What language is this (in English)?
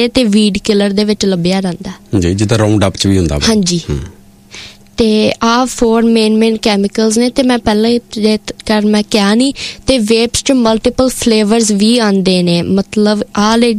Punjabi